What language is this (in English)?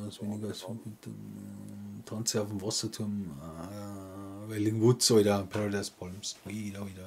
Bavarian